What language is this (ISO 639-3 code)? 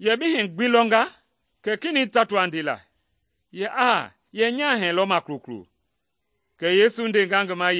men